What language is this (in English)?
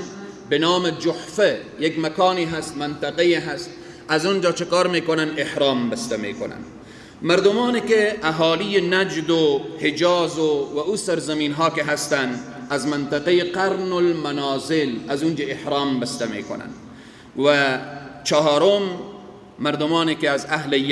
Persian